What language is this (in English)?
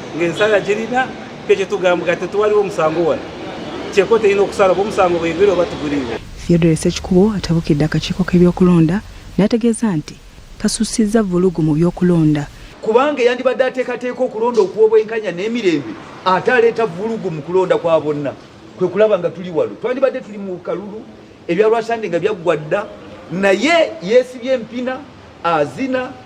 Ganda